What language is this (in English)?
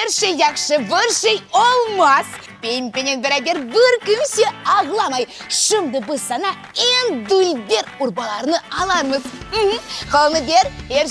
Crimean Tatar